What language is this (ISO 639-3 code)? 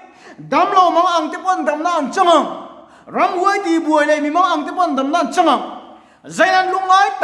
lus